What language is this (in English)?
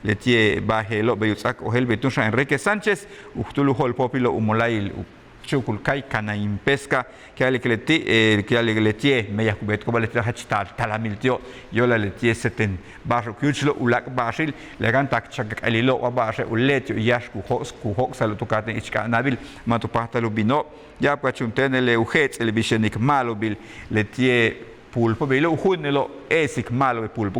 Yucateco